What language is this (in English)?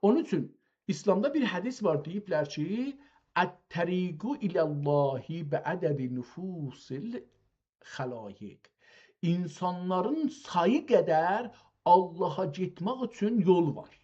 South Azerbaijani